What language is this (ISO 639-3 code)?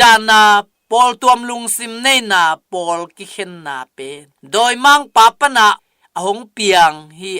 ctd